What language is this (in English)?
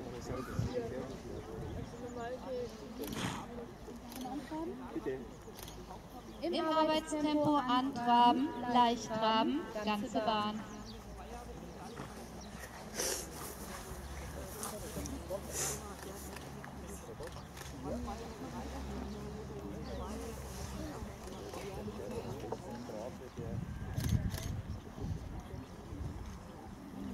German